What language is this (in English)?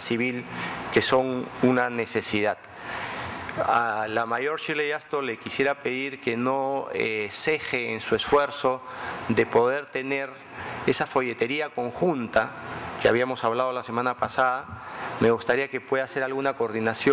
Spanish